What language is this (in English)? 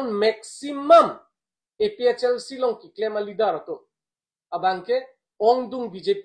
Karbi